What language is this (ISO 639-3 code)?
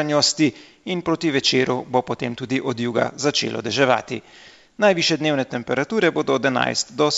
slv